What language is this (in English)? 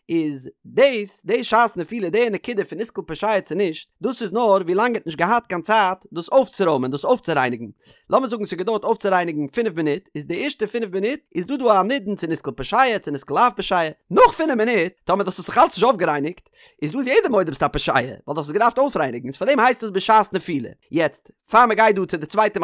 Yiddish